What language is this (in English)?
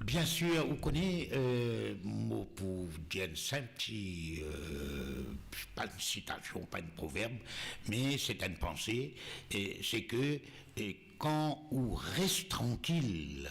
Morisyen